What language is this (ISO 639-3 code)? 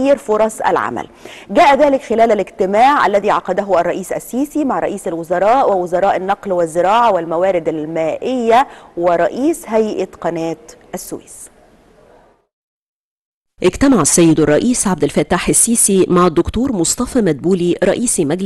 ara